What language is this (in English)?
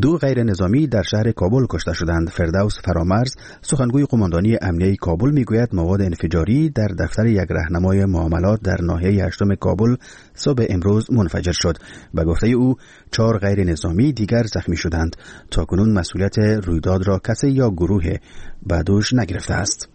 Persian